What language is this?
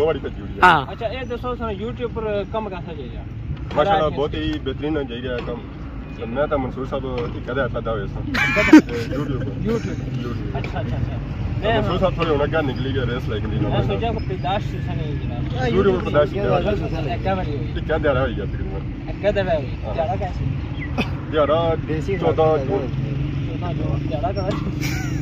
Pahari-Potwari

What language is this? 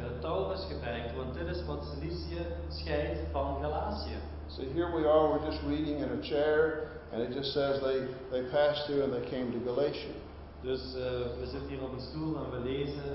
Dutch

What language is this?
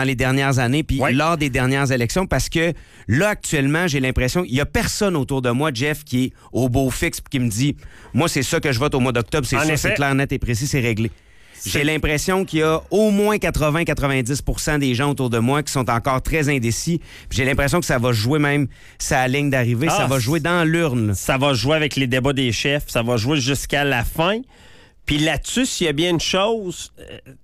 French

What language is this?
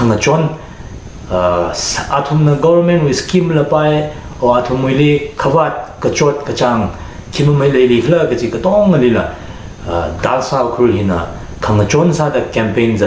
Tangkhul Naga (India)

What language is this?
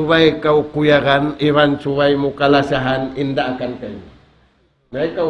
Tausug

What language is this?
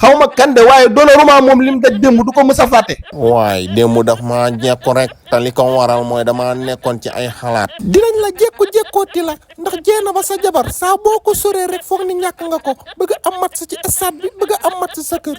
Wolof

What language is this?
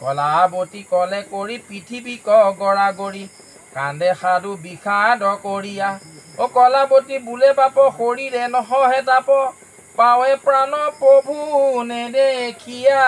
Assamese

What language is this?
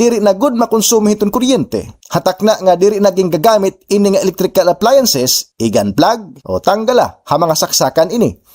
Waray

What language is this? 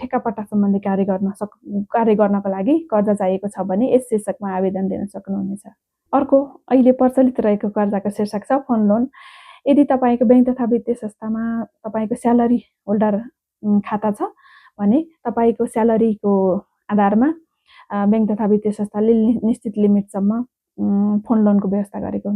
Nepali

